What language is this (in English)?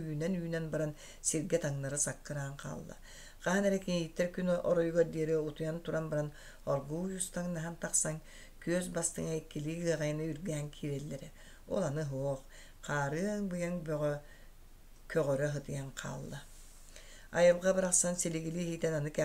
Yakut